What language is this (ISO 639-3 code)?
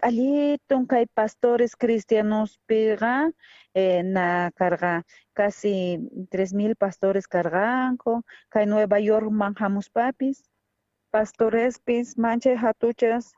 quh